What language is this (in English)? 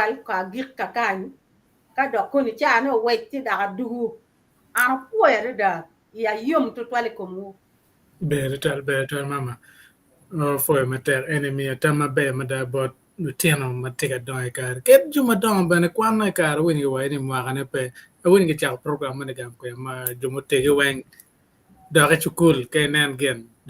Acoli